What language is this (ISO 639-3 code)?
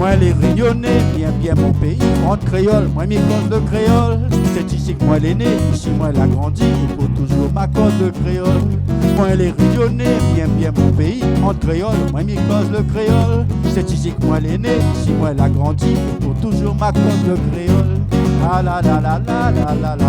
rcf